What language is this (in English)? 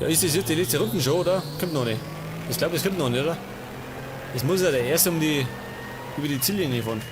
Bavarian